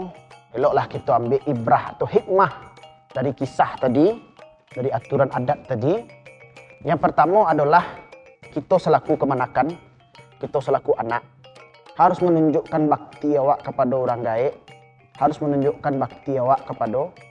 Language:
Minangkabau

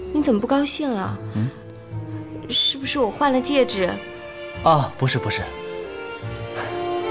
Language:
Chinese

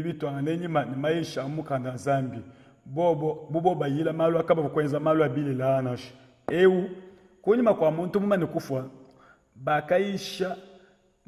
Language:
Luba-Lulua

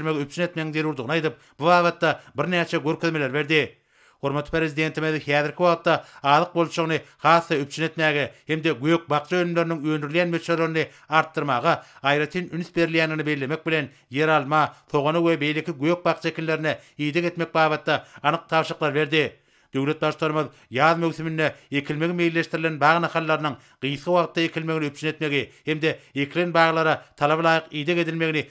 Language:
Turkmen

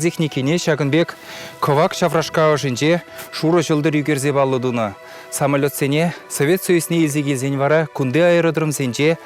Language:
Chuvash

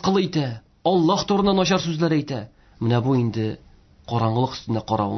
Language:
Tatar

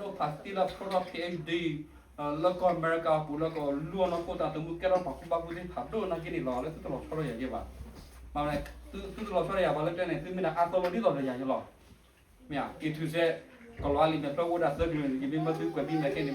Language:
S'gaw Karen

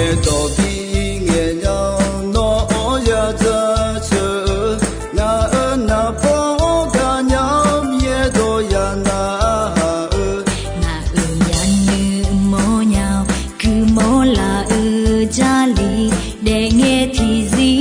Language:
Akha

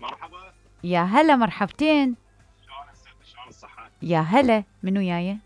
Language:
Mesopotamian Arabic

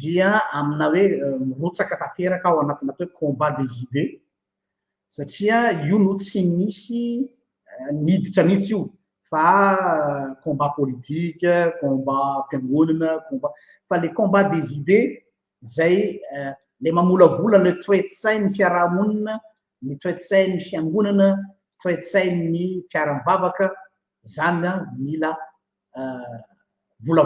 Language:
Malagasy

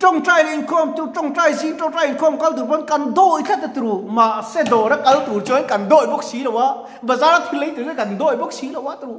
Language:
Mizo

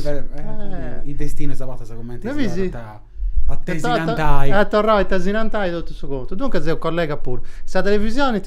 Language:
Sardinian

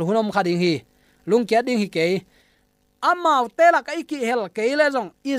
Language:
Tedim Chin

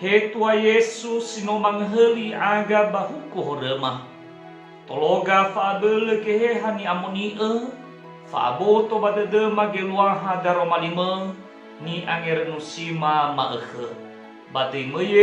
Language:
Nias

